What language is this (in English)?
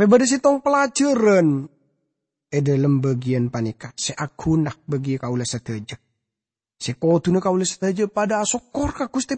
Madurese